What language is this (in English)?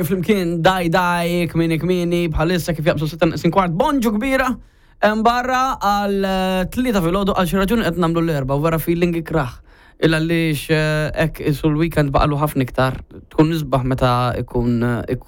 Maltese